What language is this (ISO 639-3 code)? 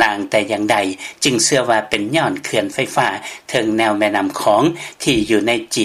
lao